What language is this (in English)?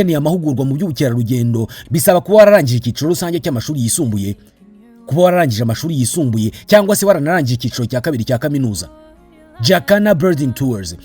Kinyarwanda